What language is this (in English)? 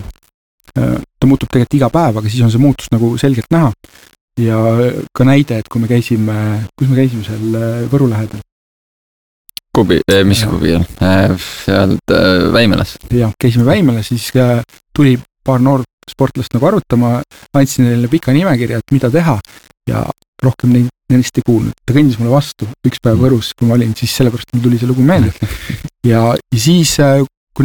Estonian